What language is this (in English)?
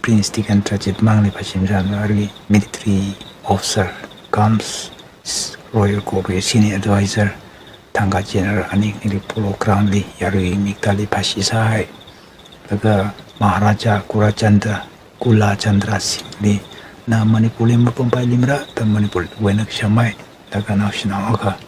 Tangkhul Naga (India)